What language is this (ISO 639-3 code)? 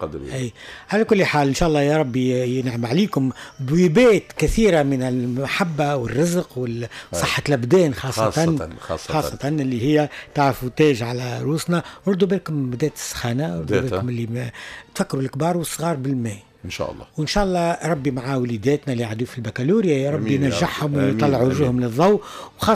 aeb